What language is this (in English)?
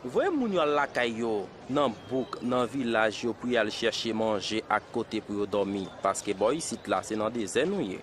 Haitian Creole